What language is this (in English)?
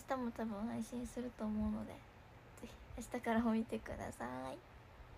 Japanese